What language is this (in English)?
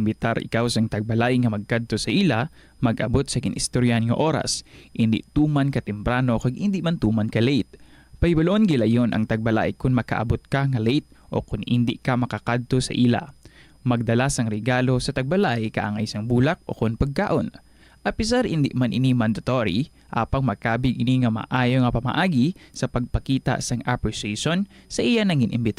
Hiligaynon